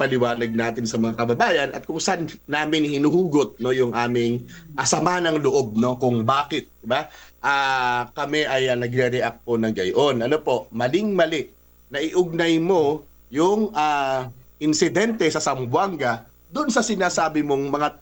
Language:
Filipino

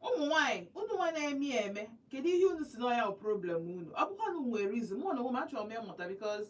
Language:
Igbo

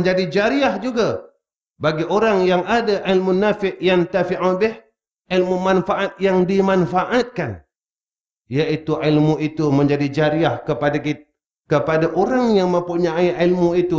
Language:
Malay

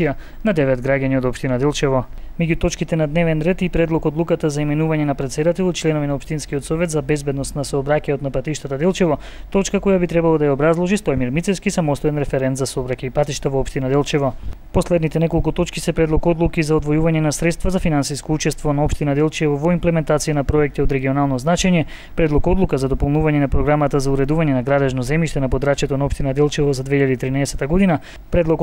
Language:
Macedonian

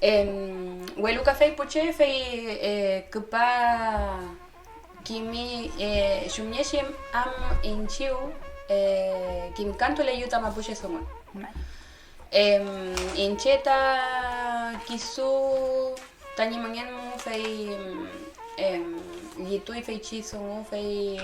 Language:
Mapuche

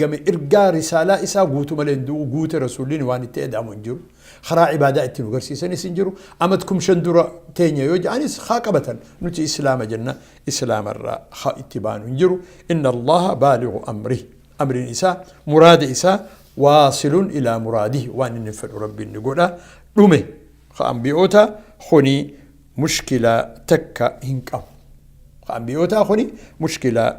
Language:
Oromo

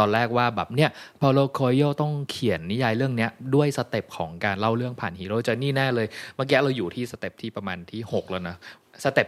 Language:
Thai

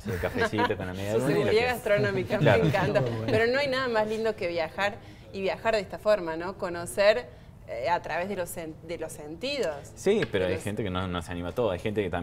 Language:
Spanish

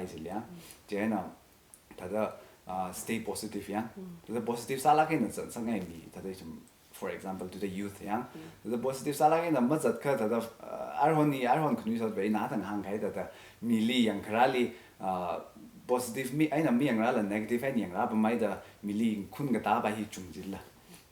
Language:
Tangkhul Naga (India)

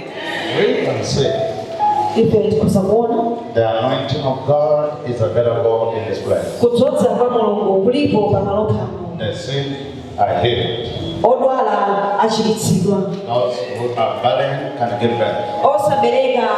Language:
Nyanja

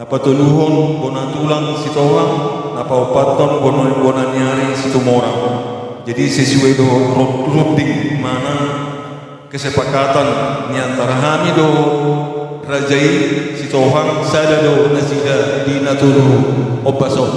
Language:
Batak Toba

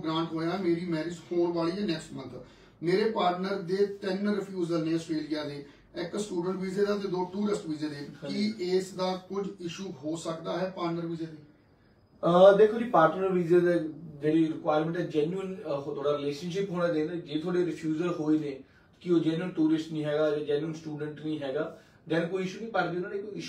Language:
Punjabi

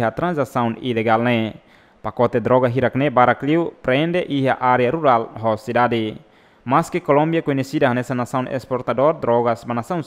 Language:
Tetum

